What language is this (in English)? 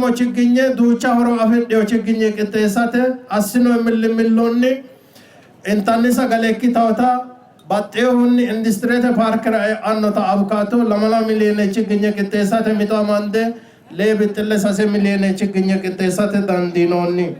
Sidamo